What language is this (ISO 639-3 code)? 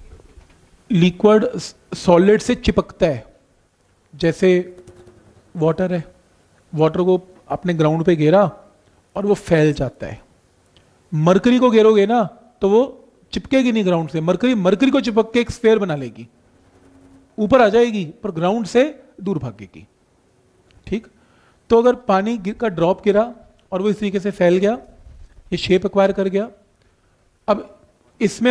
hin